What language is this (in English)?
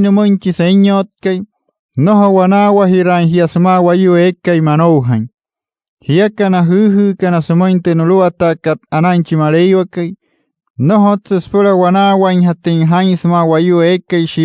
Wayuu